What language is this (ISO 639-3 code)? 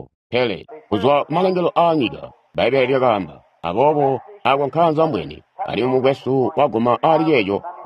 toi